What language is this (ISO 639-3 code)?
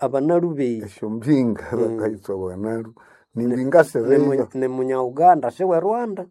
nnb